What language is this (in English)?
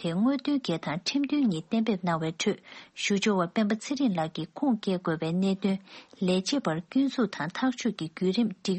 Tibetan